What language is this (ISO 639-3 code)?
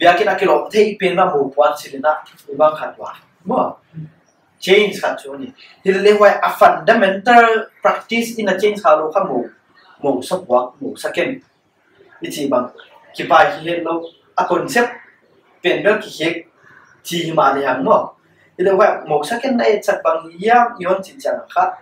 pck